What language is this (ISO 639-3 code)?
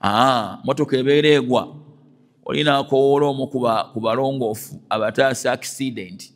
lug